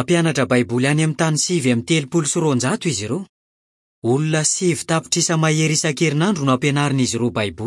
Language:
Malagasy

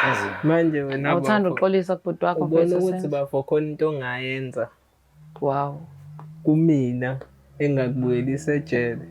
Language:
Zulu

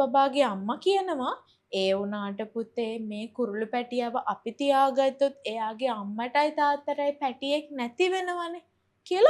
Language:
Sinhala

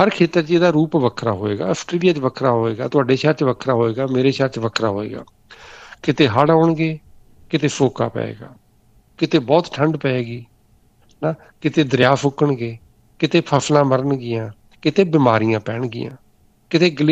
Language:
Punjabi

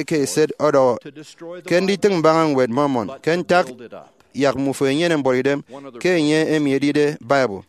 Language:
Efik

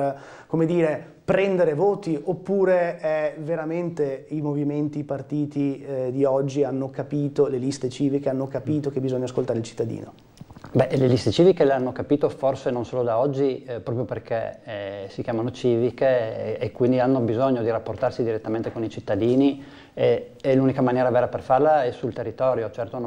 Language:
Italian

